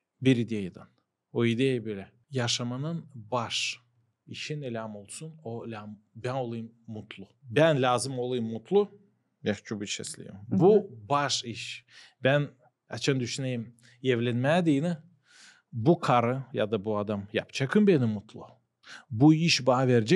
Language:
Gagauz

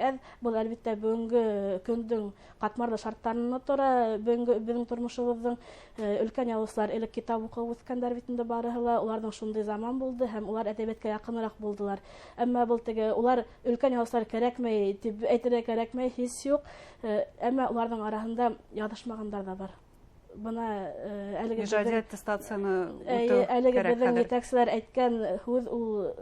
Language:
Bashkir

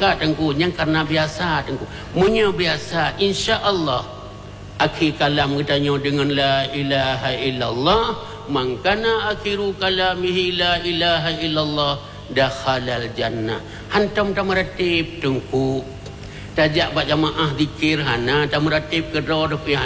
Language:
Achinese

